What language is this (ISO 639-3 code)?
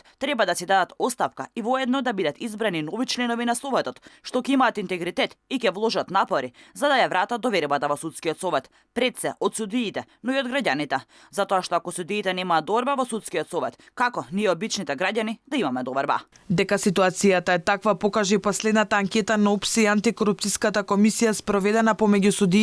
mkd